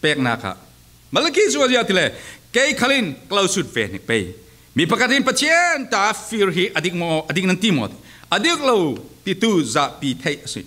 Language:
Falam Chin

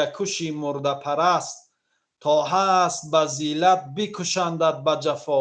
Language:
Tajik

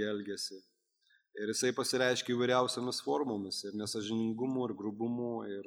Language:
Lithuanian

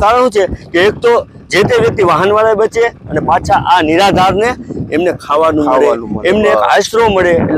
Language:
Gujarati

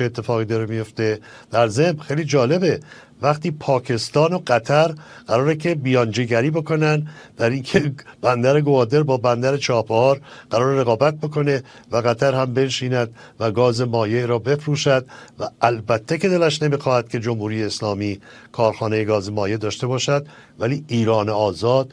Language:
Persian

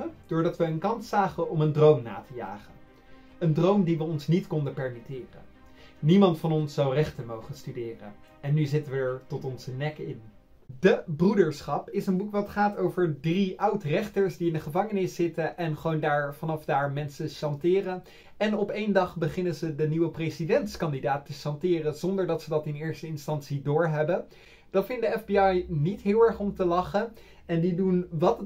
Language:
Dutch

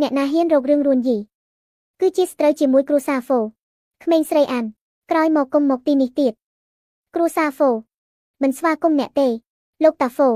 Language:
Khmer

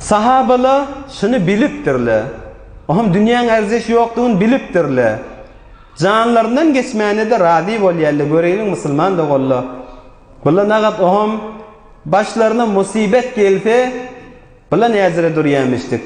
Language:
Turkmen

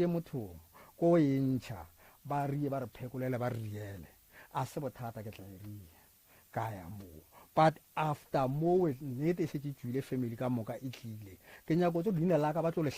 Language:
Northern Sotho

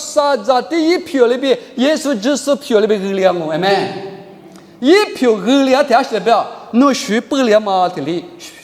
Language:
Lisu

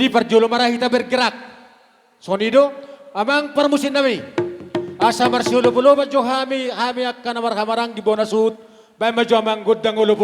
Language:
Batak Toba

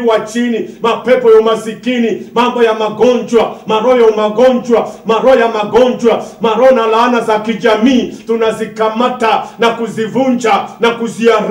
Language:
Swahili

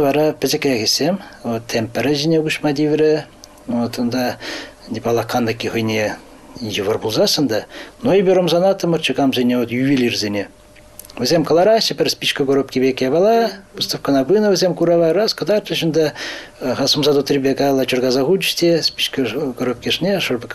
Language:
Chuvash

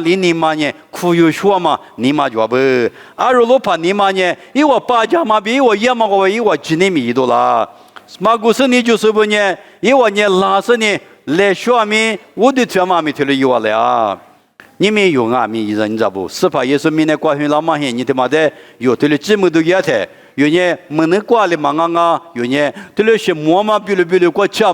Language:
Lisu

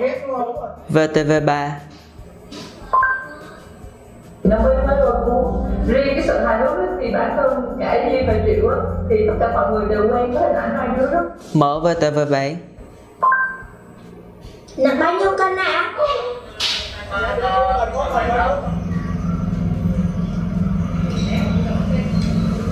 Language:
Vietnamese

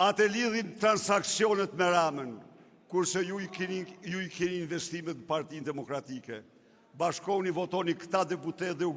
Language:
Albanian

